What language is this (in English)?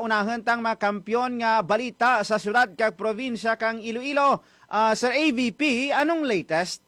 Hiligaynon